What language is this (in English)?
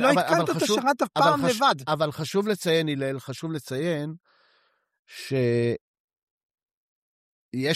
Hebrew